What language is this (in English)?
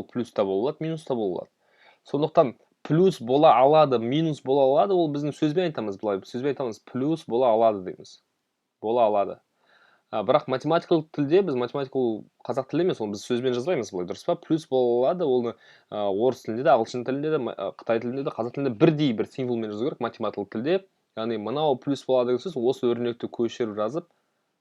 Kazakh